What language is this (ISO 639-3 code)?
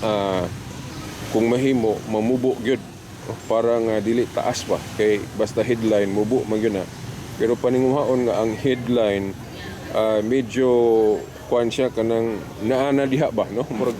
ceb